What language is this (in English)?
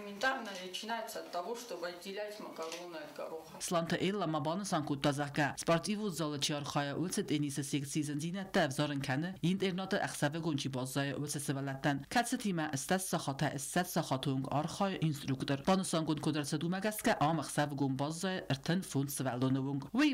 Ossetic